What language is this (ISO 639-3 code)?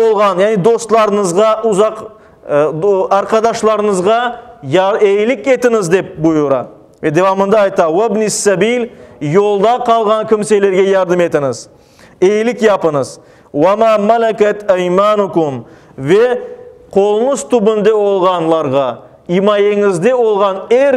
crh